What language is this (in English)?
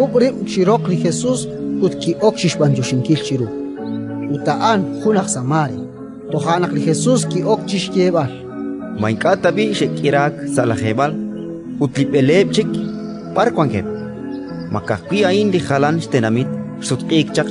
Kekchí